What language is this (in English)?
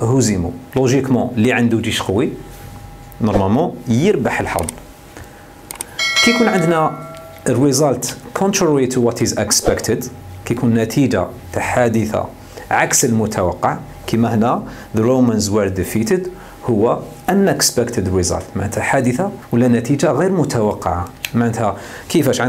Algerian Arabic